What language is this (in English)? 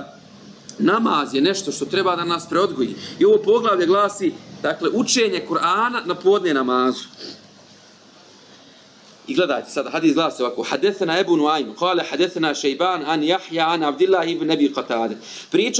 Bosnian